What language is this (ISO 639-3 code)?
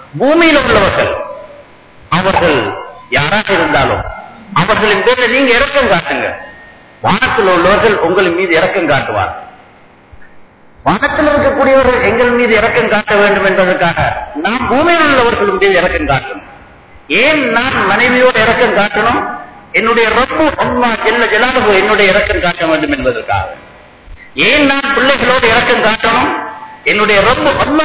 tam